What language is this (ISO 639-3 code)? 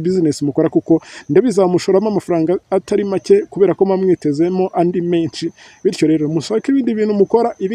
kin